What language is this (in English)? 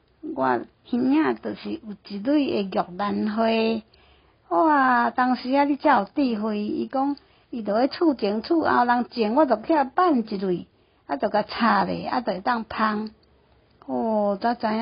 Min Nan Chinese